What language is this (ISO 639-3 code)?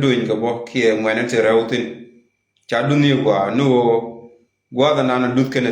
nus